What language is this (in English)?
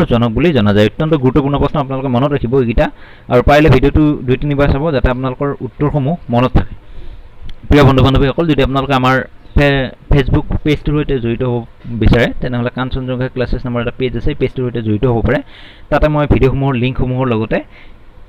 Assamese